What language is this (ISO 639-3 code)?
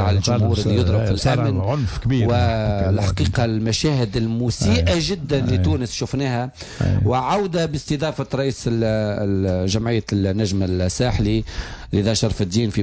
aeb